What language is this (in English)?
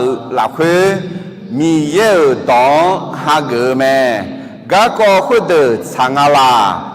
Akha